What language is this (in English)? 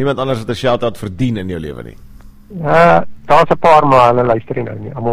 Afrikaans